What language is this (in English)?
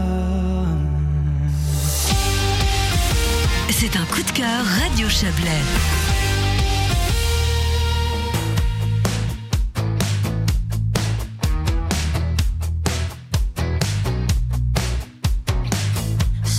French